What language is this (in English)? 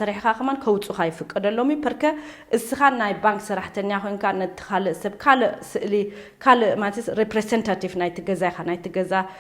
Tigrinya